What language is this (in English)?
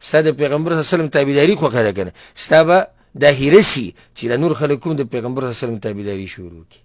Pashto